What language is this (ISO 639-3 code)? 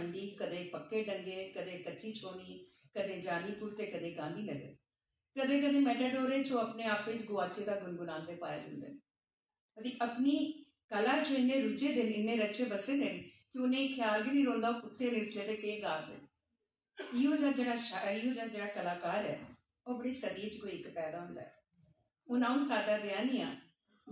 doi